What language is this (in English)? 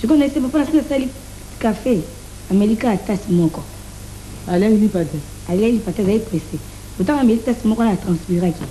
Lingala